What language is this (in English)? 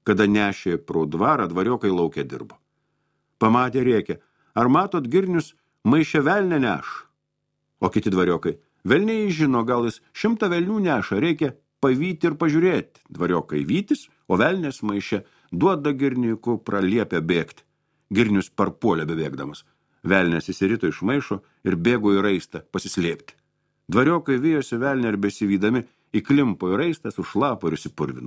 Lithuanian